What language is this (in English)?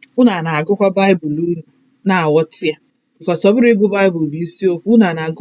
Igbo